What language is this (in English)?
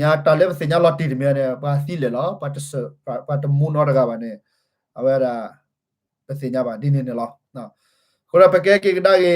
S'gaw Karen